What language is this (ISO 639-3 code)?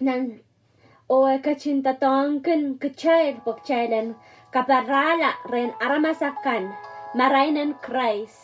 pon